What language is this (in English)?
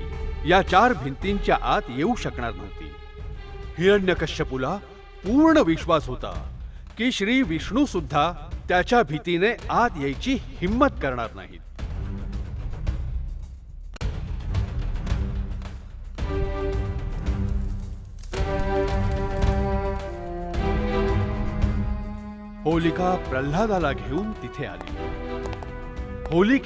Marathi